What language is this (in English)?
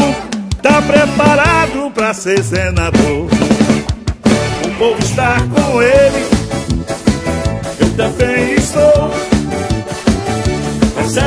Portuguese